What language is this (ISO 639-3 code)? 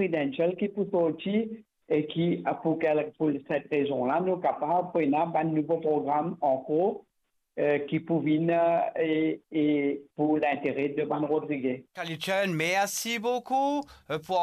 mfe